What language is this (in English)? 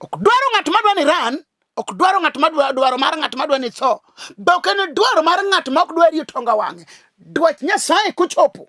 Luo (Kenya and Tanzania)